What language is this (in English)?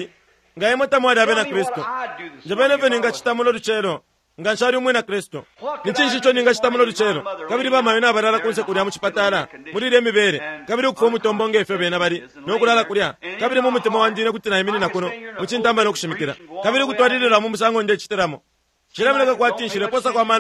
Bemba